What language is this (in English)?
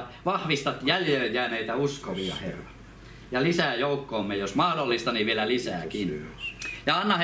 Finnish